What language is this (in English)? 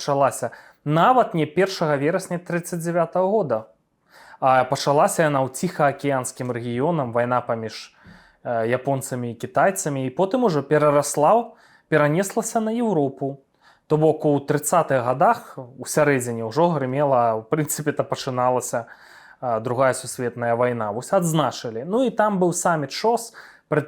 Belarusian